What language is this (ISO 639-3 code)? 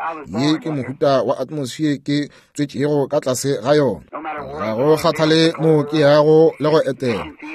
nso